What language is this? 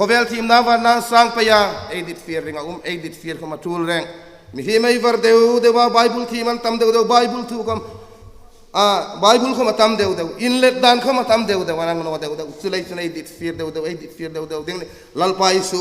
Hmar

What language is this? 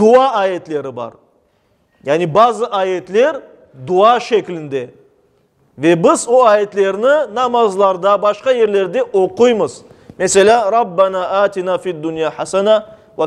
Crimean Tatar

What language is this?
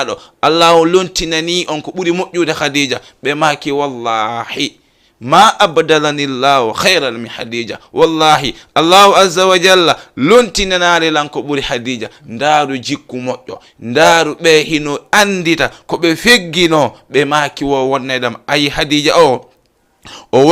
Fula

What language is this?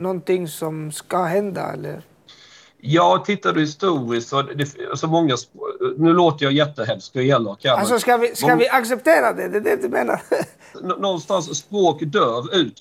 Swedish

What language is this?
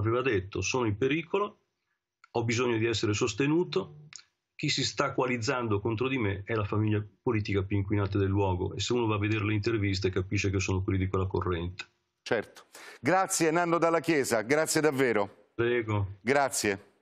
Italian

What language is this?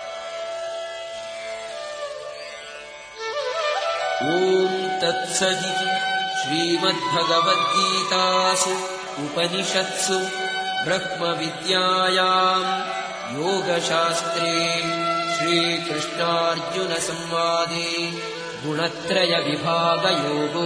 Sanskrit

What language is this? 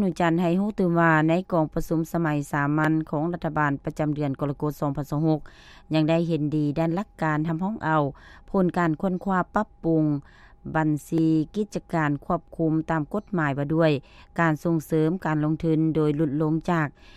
Lao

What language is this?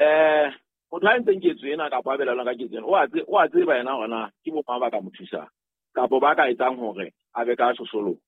Southern Sotho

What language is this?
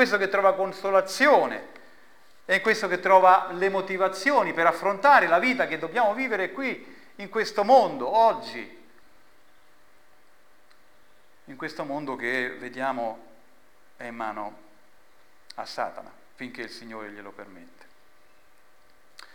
Italian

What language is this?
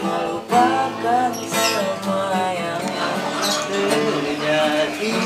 Betawi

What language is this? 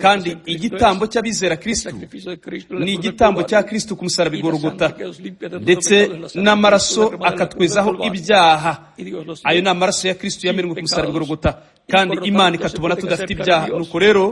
Kinyarwanda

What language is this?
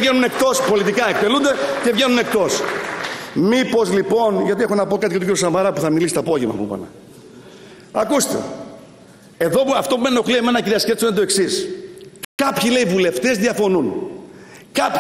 Greek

